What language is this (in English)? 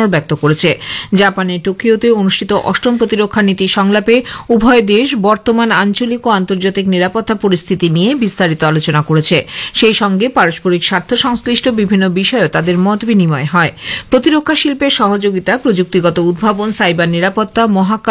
Bangla